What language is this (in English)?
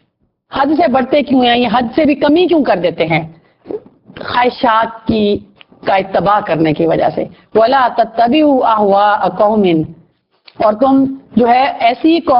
Urdu